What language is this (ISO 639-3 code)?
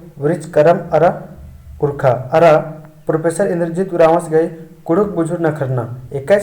kru